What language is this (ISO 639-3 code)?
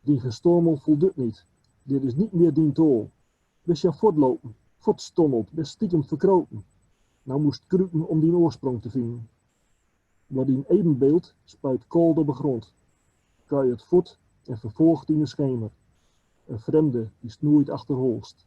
gos